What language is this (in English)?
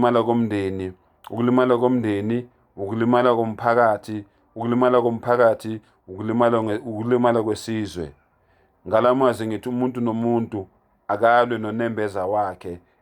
Zulu